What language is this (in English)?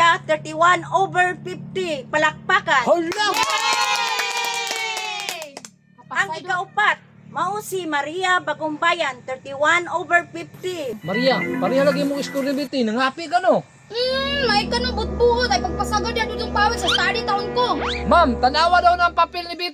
Cebuano